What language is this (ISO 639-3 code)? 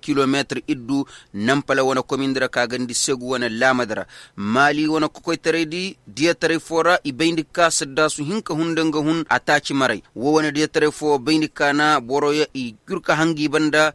ses